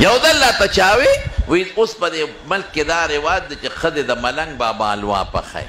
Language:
Pashto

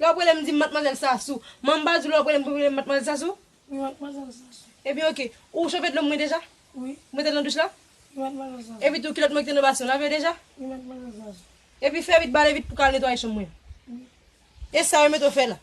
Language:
Haitian Creole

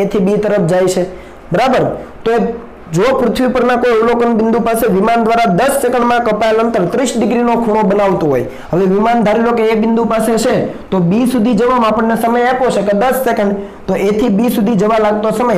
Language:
Gujarati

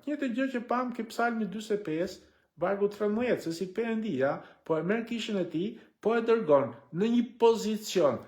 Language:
Albanian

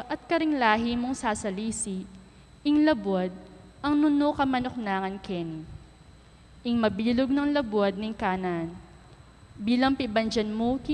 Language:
Pampanga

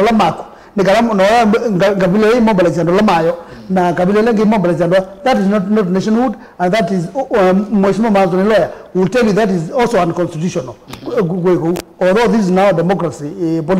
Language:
Kamba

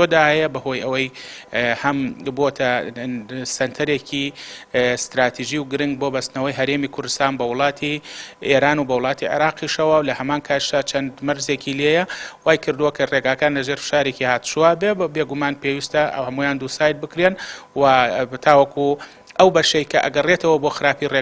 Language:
Central Kurdish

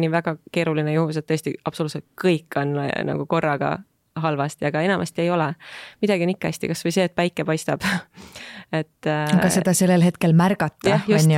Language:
Estonian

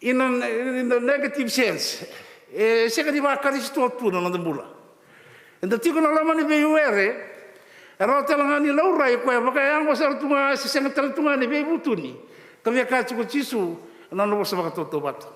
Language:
Fijian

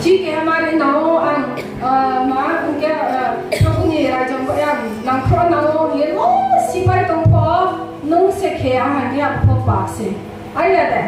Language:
Riang (India)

